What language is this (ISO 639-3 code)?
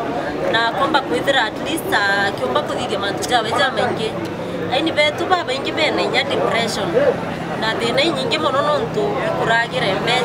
mer